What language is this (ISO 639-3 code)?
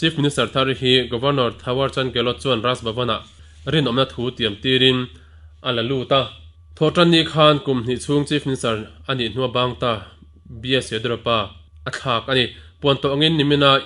lus